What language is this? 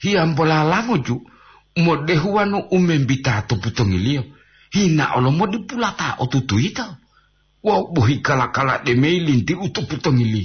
Gorontalo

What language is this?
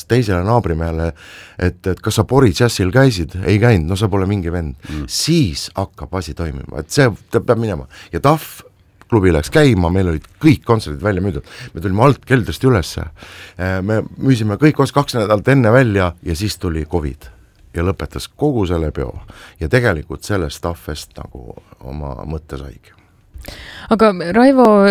Estonian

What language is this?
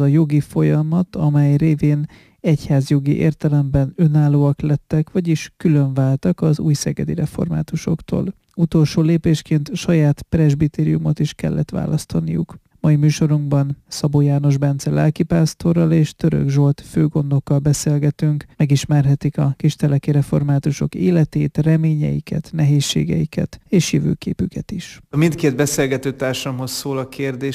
Hungarian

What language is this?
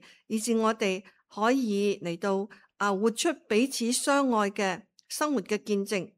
Cantonese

